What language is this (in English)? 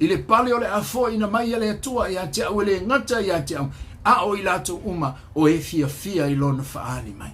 Samoan